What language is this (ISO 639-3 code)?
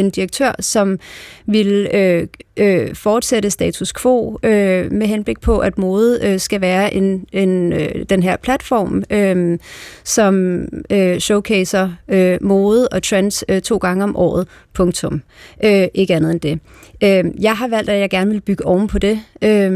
dan